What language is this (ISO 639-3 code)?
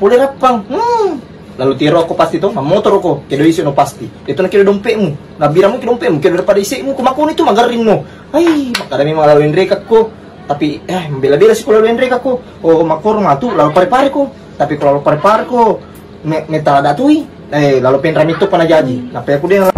bug